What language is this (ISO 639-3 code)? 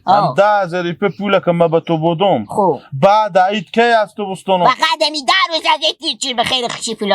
haz